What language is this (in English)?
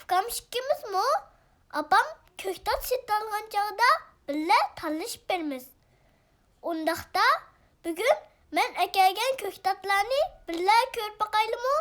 Uyghur